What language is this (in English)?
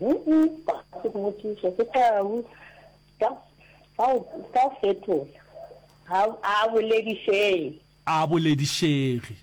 Northern Sotho